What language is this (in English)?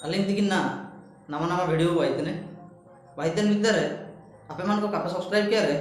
Ho